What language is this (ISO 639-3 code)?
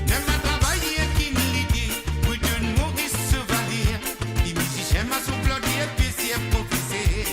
mfe